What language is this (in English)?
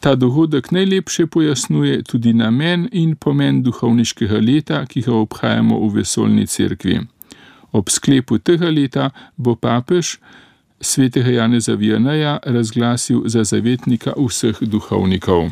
Slovenian